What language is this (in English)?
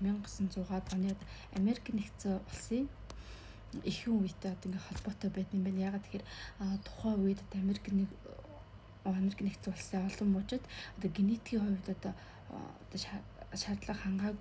Mongolian